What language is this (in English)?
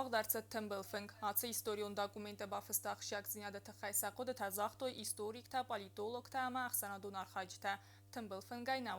Ossetic